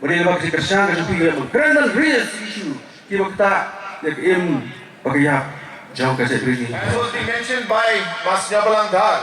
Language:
Khasi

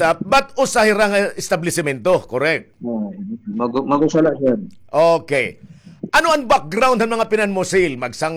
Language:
Waray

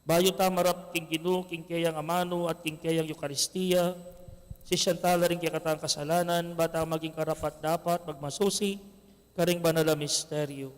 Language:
Pampanga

